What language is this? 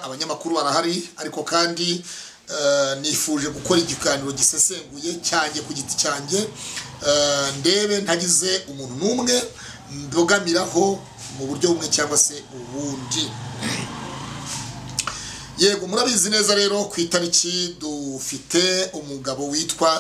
Kinyarwanda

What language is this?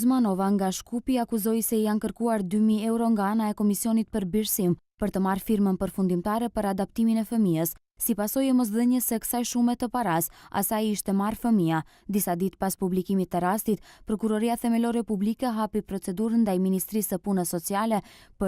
Albanian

